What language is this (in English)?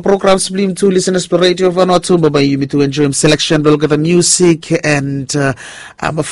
Bislama